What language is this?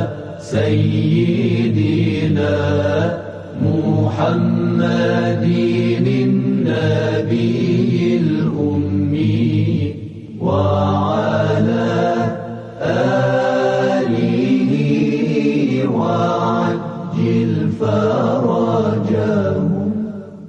Persian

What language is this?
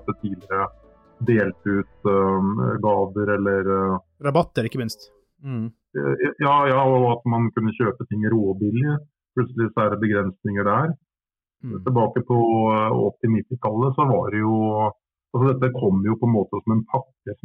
Norwegian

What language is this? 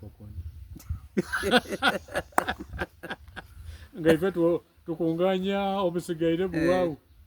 Soga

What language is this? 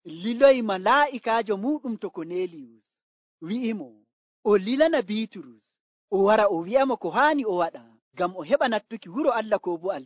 Nigerian Fulfulde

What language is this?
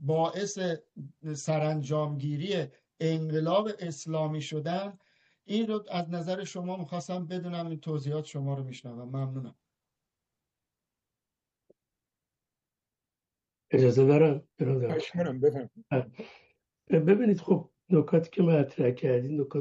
Persian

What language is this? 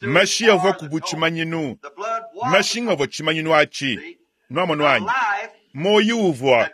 Luba-Lulua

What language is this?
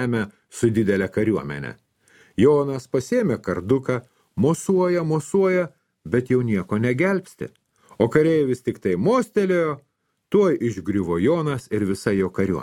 Lithuanian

